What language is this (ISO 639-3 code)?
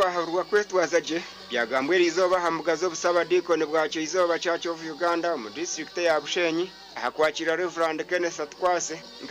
nyn